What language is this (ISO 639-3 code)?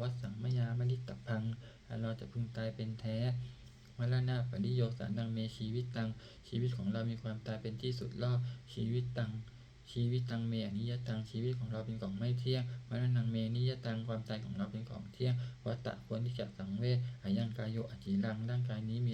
pli